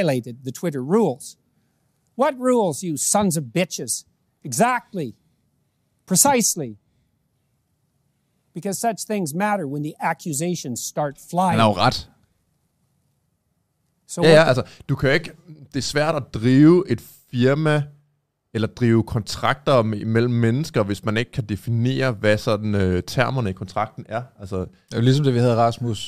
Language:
Danish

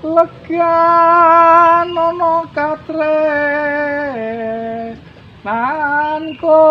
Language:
Javanese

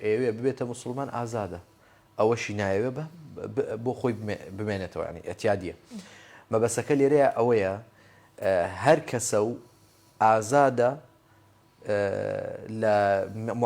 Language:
Central Kurdish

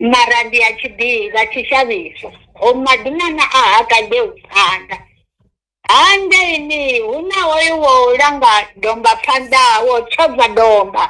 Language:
Venda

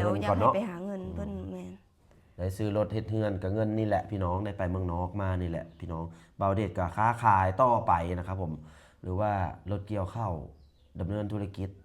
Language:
Lao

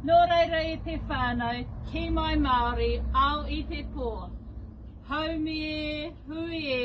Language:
Māori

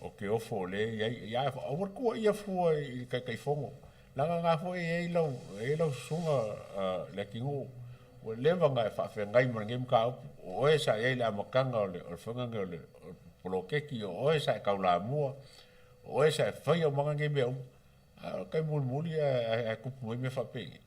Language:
Samoan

